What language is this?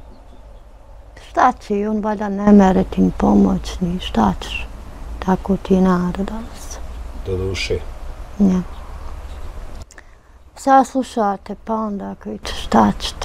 Bosnian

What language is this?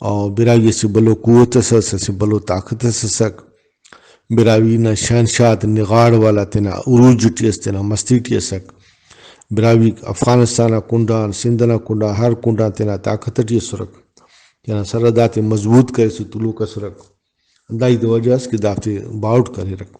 Brahui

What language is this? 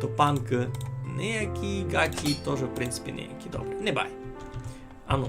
Rusyn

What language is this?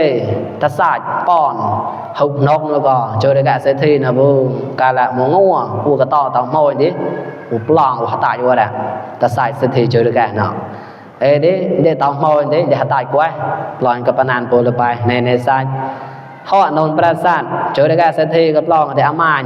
Mon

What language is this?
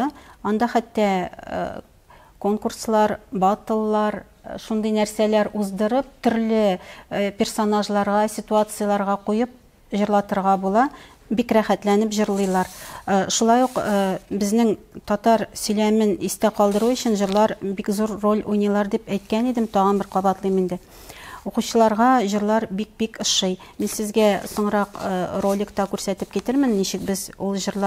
Tatar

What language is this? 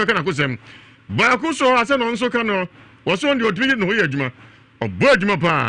Akan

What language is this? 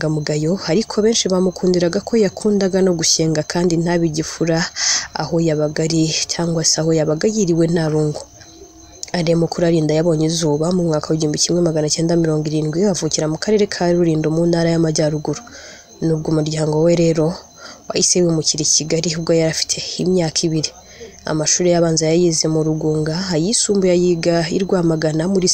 Kinyarwanda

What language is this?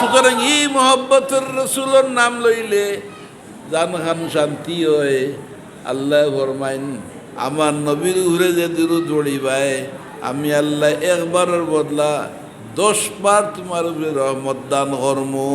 Sylheti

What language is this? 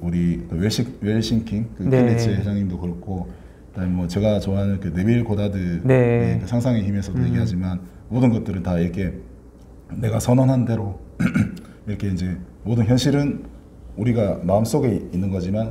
Korean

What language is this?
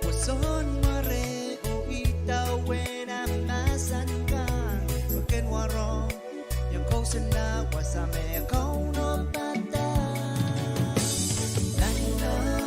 Pohnpeian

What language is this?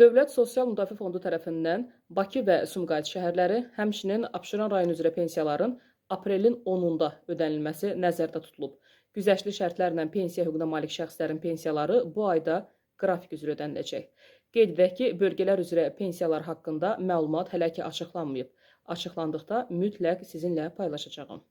Azerbaijani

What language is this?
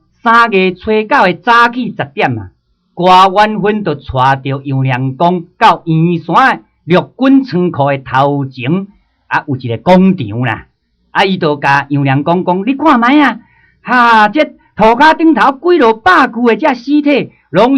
Min Nan Chinese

